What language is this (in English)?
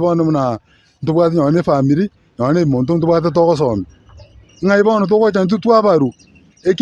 Gusii